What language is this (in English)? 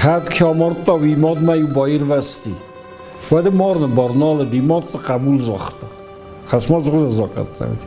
Ossetic